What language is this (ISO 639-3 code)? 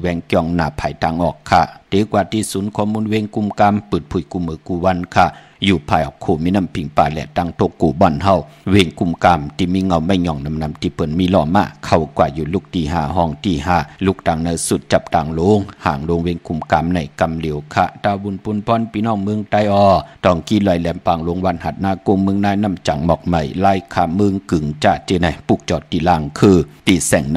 shn